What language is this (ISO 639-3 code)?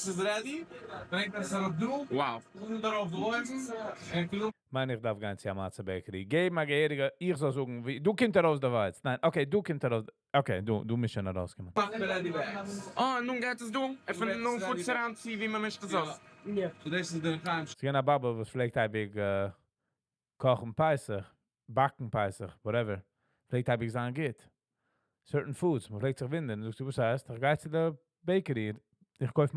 yid